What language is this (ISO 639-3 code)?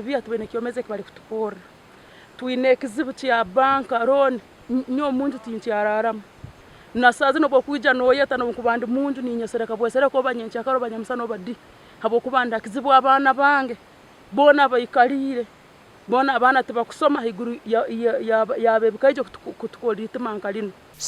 nyn